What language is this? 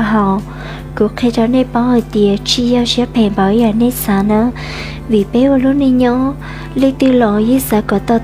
Hmong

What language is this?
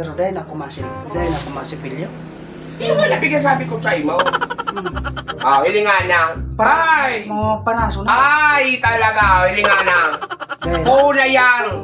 Bikol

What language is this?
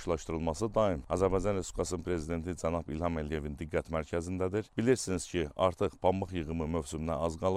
Azerbaijani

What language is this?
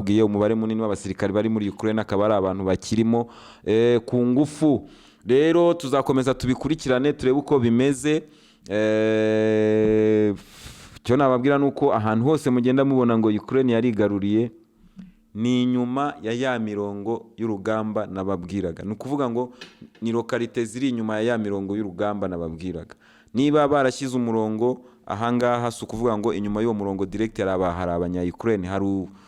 Kinyarwanda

